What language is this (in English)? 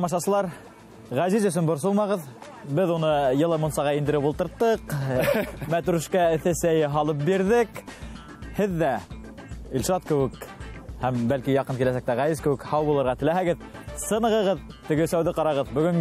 Bashkir